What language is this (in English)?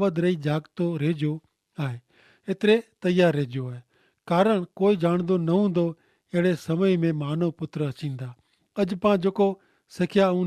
Kachhi